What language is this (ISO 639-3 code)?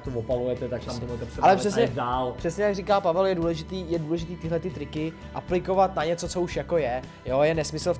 ces